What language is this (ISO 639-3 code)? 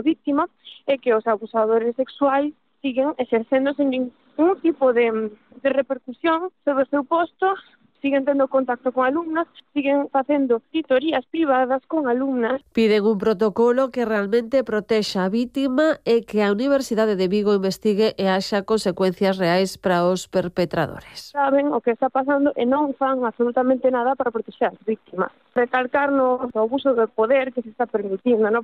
glg